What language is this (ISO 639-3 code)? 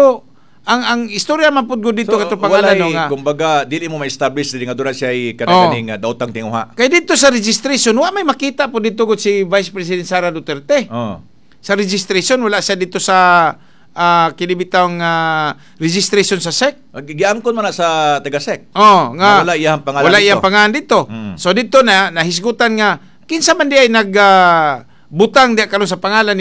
ceb